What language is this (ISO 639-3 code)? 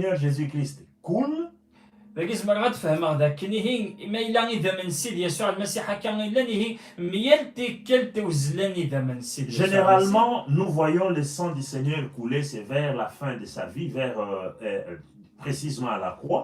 kab